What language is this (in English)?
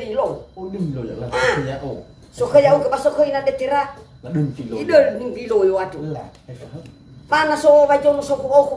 Nias